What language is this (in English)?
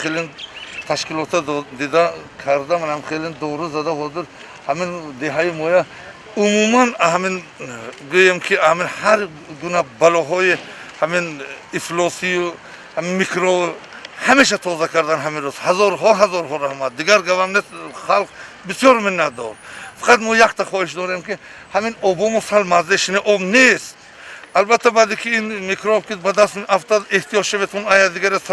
Tajik